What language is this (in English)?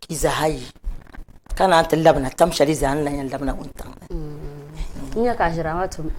Dagbani